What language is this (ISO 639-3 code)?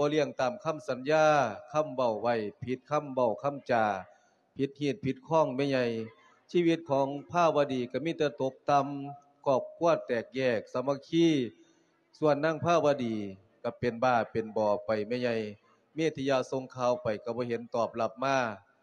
lao